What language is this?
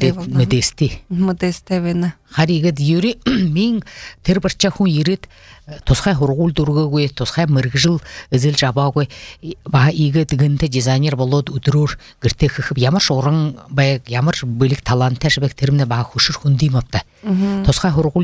Buriat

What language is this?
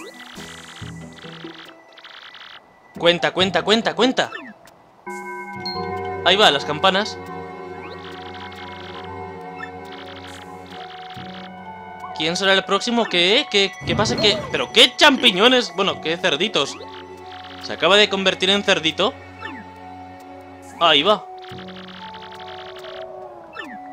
Spanish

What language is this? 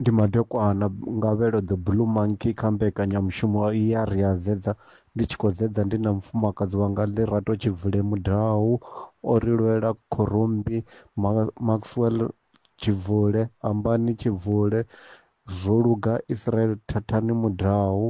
Venda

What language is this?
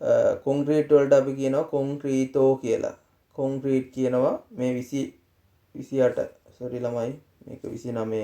Sinhala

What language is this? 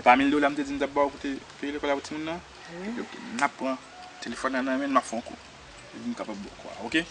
Haitian Creole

